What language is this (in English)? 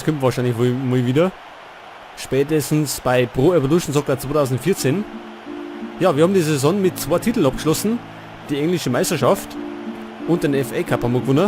Bavarian